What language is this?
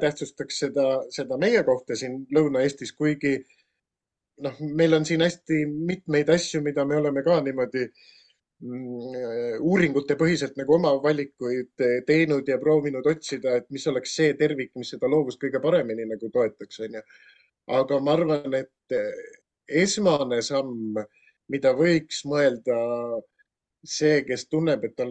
Estonian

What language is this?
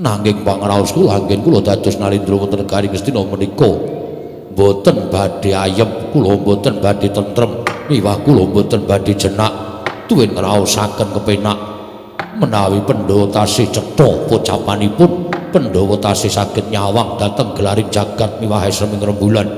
Javanese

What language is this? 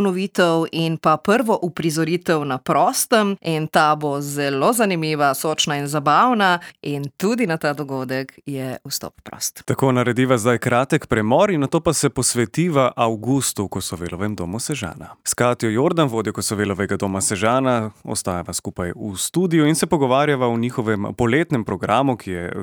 Slovenian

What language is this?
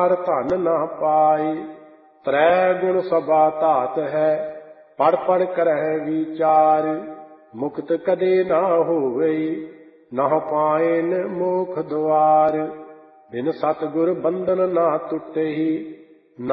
Punjabi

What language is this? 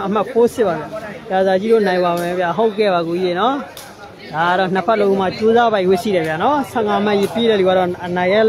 Burmese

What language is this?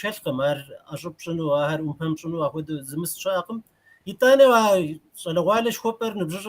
Kabardian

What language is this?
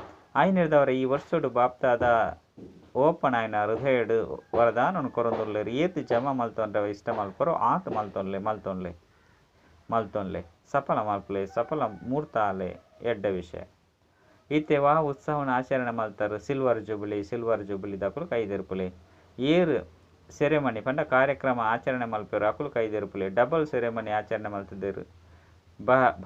Tulu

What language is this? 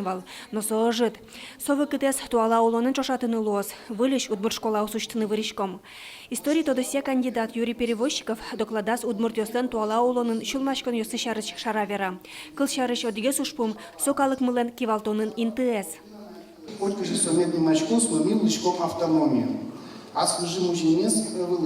Udmurt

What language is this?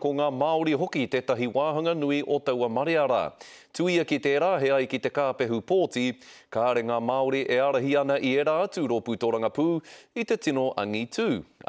Māori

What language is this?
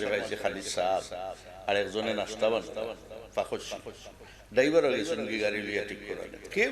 Sylheti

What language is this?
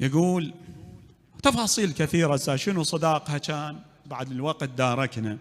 Mesopotamian Arabic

